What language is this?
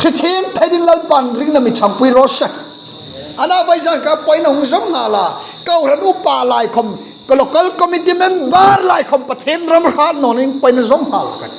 Hmar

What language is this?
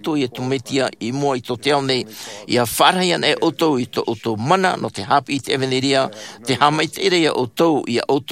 Tahitian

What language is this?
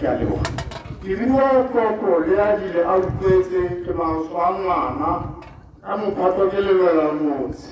Tswana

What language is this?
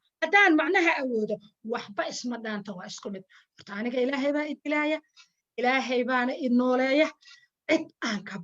Somali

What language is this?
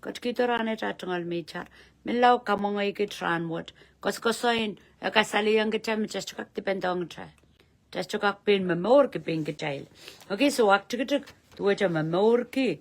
Pohnpeian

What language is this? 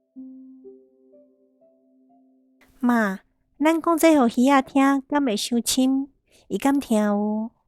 Min Nan Chinese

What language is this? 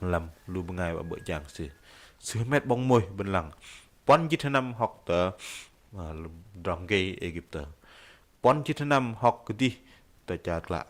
Bahnar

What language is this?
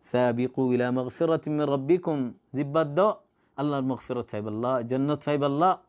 Rohingya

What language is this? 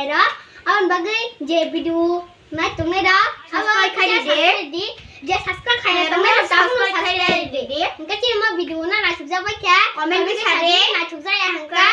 Kok Borok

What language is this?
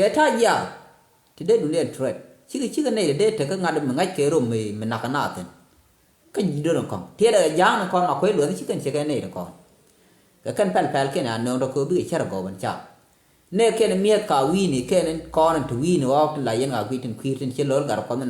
Nuer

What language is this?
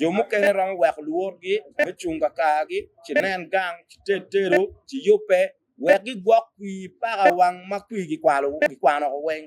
Acoli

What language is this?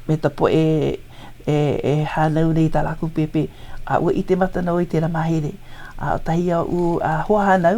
Hawaiian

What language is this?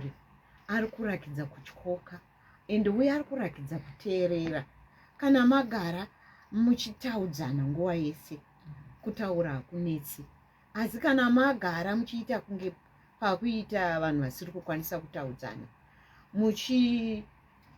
Shona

